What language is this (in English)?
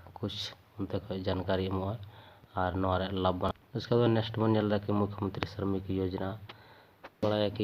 Santali